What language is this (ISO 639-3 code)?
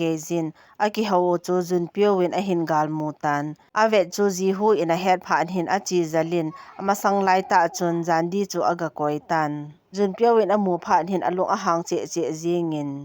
tcz